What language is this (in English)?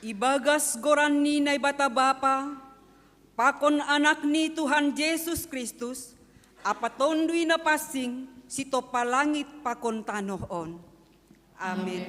Batak Simalungun